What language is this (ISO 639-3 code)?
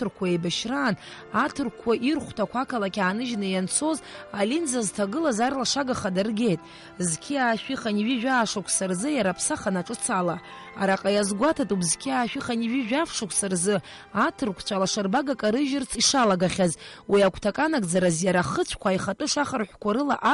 abk